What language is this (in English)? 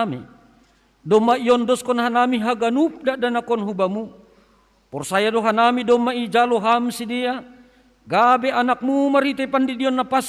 Batak Simalungun